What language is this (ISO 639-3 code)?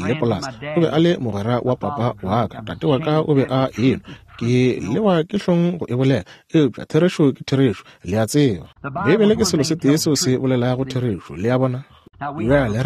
nso